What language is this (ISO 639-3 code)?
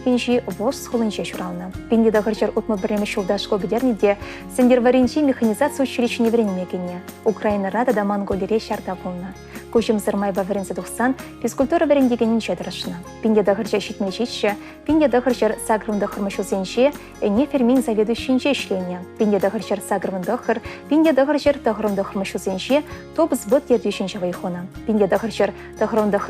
chv